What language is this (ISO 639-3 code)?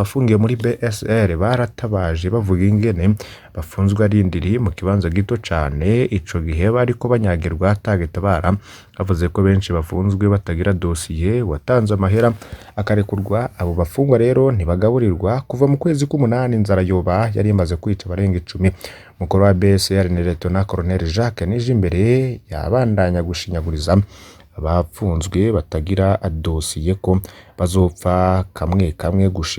run